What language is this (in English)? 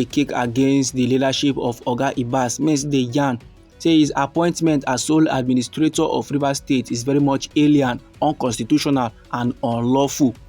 Nigerian Pidgin